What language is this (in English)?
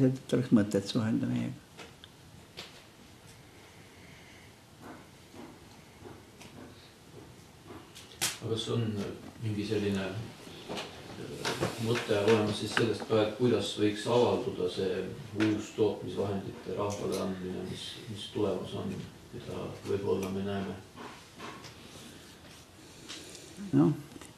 Estonian